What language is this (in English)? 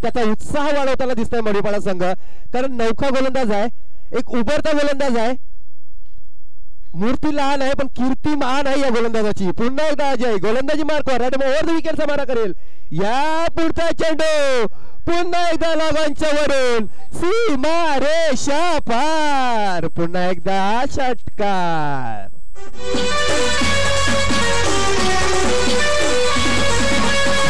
Marathi